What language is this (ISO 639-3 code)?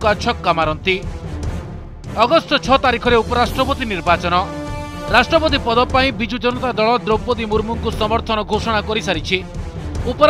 ori